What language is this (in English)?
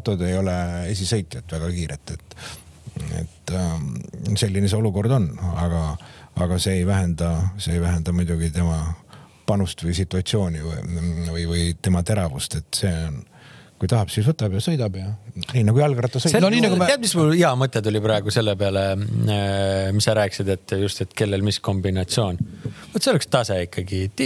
Estonian